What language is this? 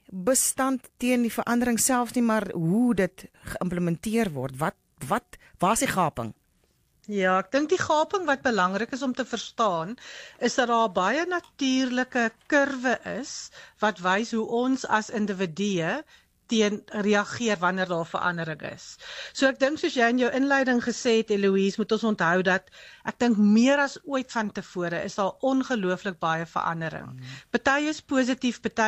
Afrikaans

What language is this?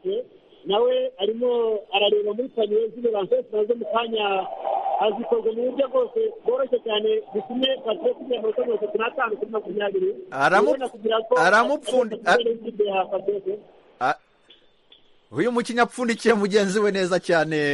Kinyarwanda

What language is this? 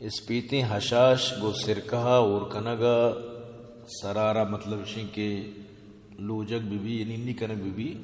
Baluchi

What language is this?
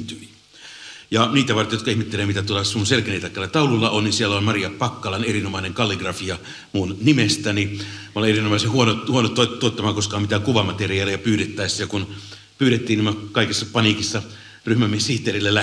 Finnish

